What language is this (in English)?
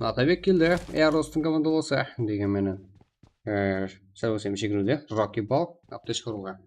Kara-Kalpak